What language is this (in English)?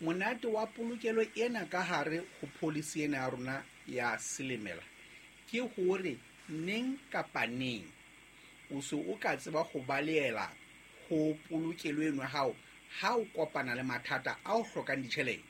Southern Sotho